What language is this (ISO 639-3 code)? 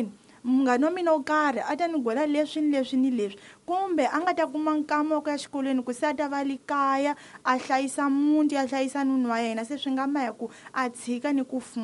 tso